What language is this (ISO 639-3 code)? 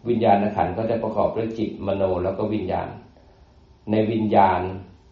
tha